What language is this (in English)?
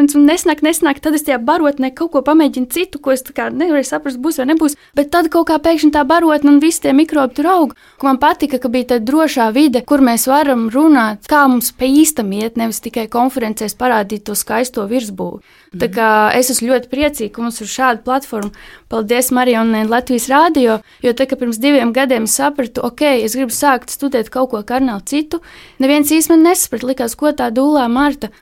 Latvian